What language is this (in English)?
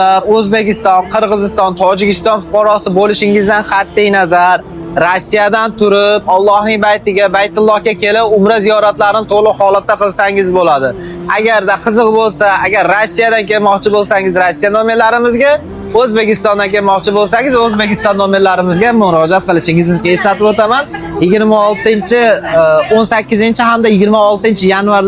Uzbek